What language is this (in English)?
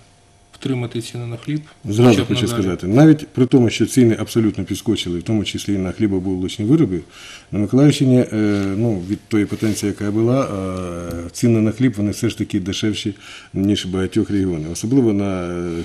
Ukrainian